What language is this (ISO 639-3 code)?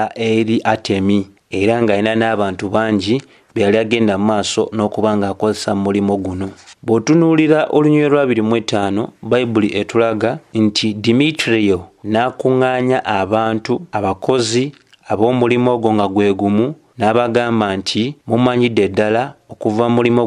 lug